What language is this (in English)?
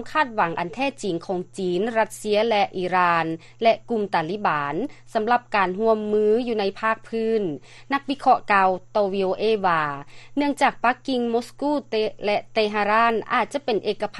Lao